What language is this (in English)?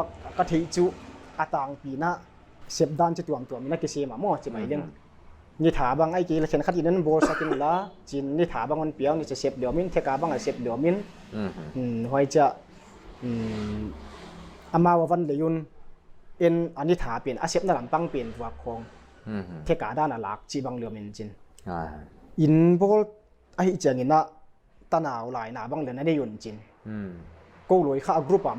Paite Chin